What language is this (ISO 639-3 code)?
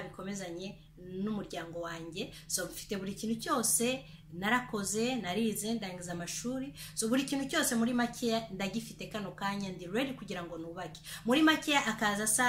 kin